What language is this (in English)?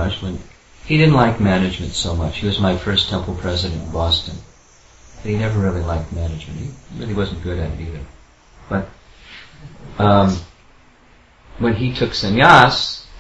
English